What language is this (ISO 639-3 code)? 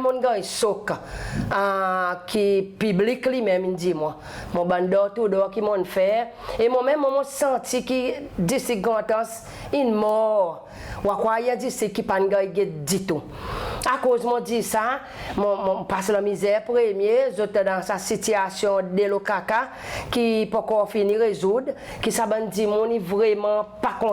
crs